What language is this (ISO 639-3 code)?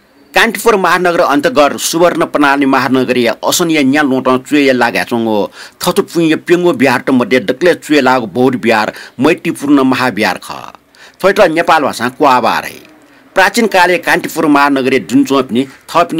new